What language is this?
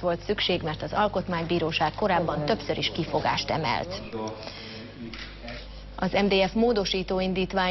Hungarian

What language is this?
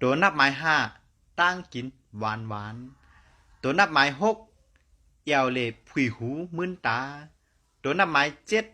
Shan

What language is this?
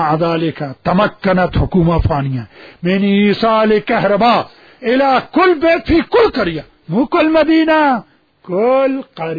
Mesopotamian Arabic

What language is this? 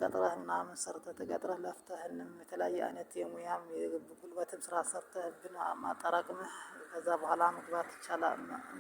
Amharic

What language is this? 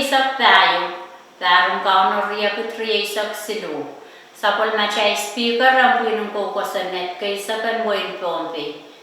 Pohnpeian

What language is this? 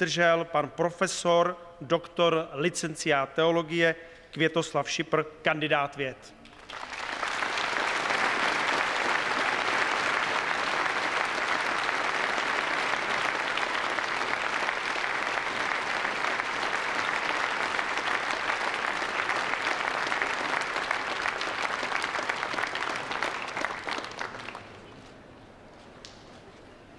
Czech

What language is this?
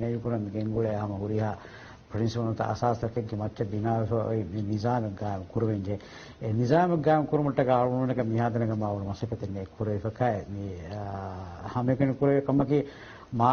Divehi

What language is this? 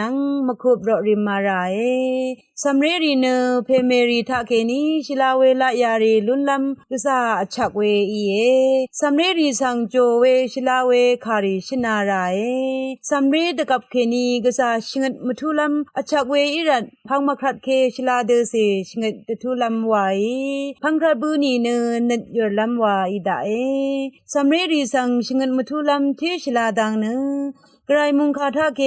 Rawang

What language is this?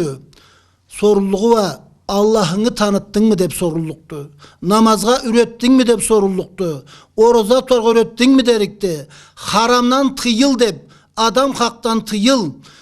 Karachay-Balkar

